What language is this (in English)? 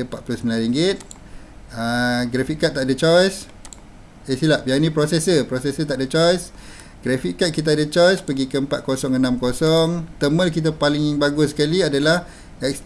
Malay